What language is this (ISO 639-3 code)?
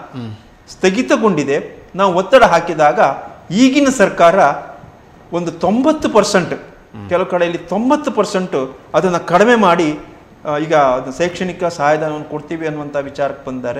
kan